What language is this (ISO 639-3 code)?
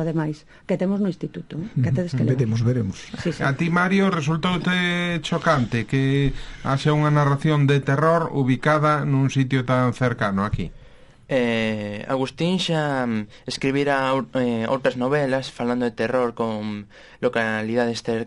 glg